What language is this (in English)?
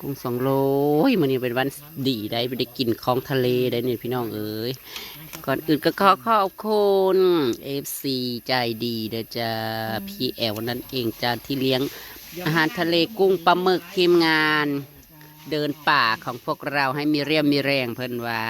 Northeastern Thai